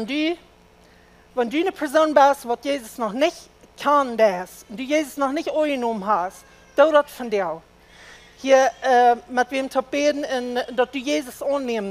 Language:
Plautdietsch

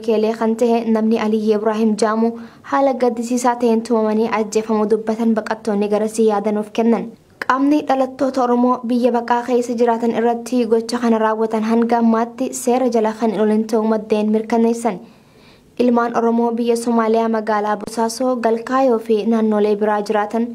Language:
Oromo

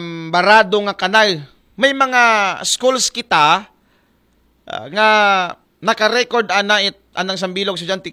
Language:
Aklanon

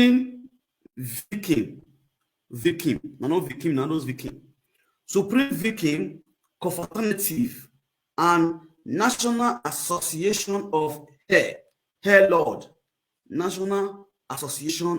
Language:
Nigerian Pidgin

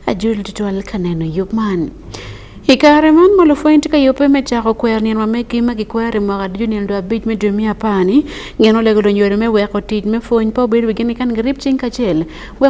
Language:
Acoli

